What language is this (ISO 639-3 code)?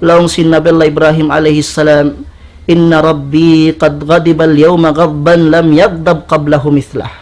tsg